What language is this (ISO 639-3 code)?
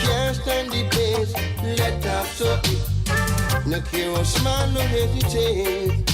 mfe